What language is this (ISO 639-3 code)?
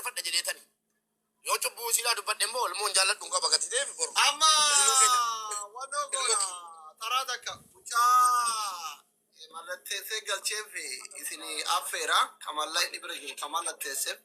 orm